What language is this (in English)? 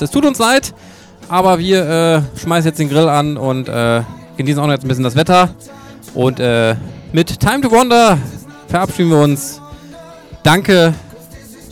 German